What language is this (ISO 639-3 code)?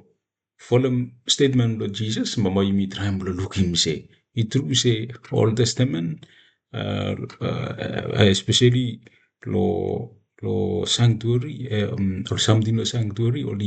bis